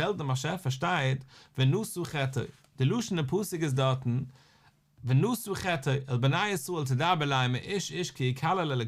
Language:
Yiddish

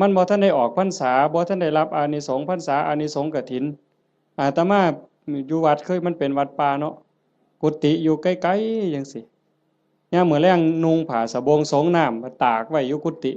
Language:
Northeastern Thai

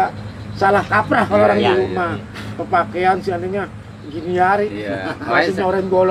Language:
Betawi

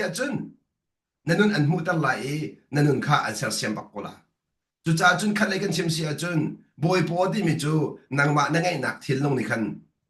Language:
Hakha Chin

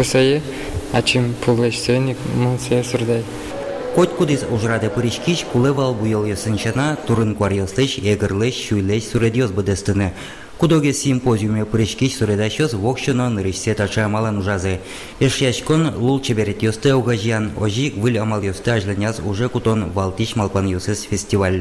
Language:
Udmurt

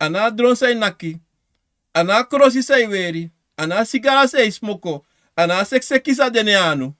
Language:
Sranan Tongo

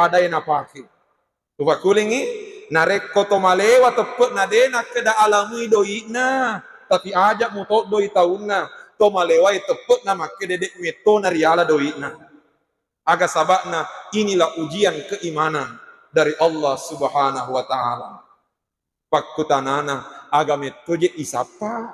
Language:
Buginese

